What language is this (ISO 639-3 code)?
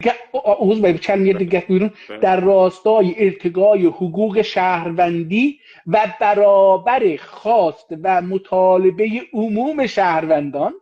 azb